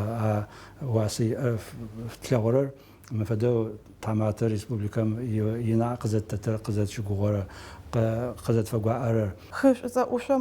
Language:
Adyghe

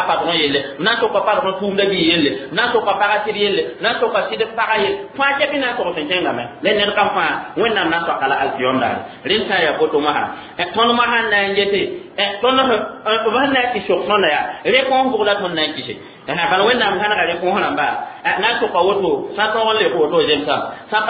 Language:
Mossi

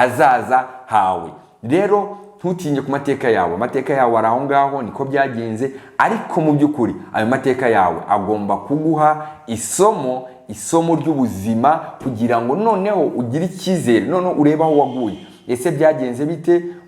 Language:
Kinyarwanda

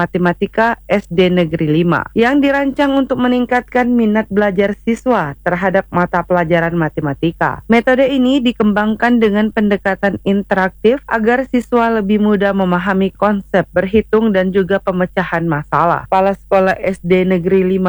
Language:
Indonesian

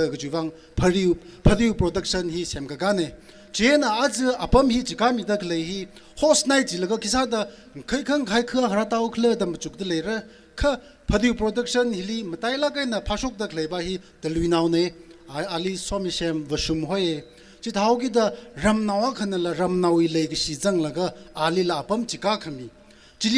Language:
Tangkhul Naga (India)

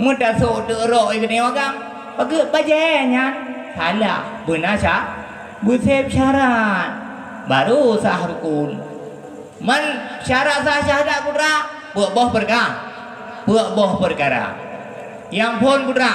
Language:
Achinese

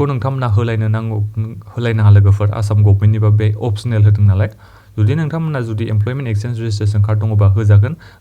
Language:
Bodo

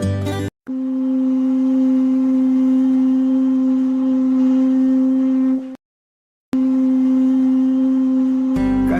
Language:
Pohnpeian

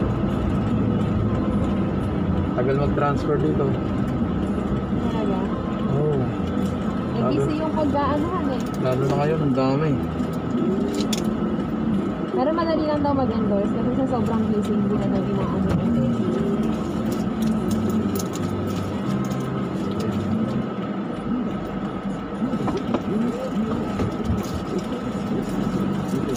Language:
Filipino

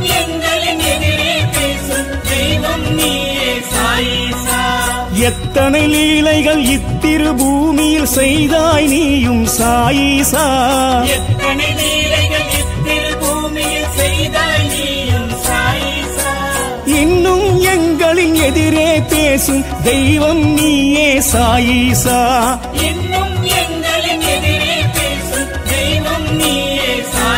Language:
Tamil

